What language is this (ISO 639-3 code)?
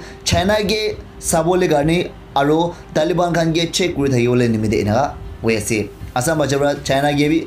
nag